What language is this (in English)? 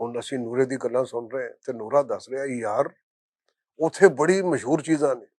Western Panjabi